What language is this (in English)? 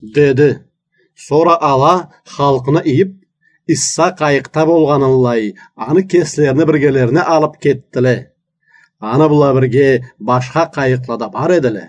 Karachay-Balkar